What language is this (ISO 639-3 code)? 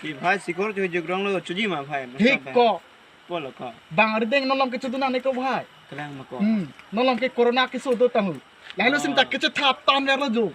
mjw